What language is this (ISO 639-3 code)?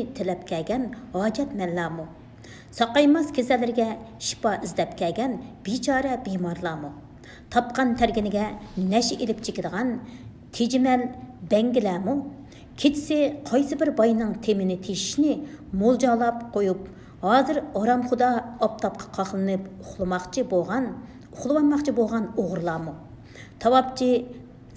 uig